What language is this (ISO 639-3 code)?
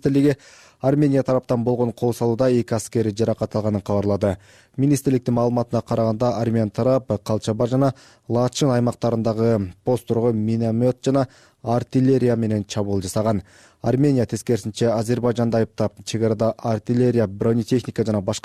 kir